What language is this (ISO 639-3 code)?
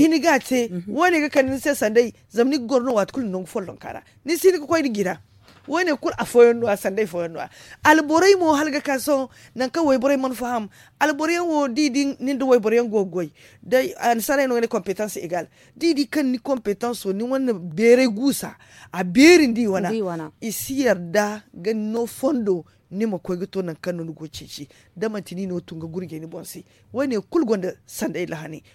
dje